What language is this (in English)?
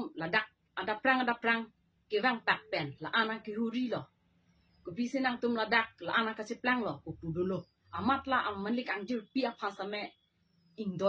Karbi